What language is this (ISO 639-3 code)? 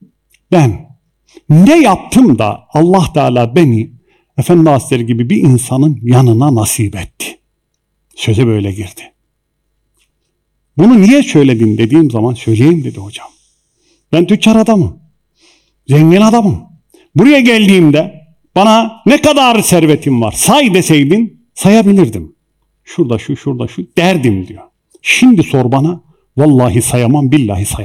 tur